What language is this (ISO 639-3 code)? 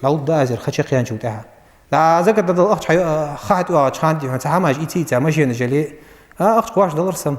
inh